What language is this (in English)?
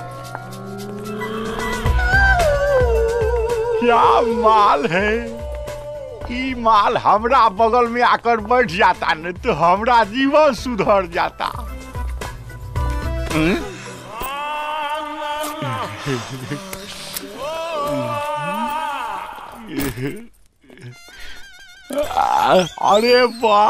Bhojpuri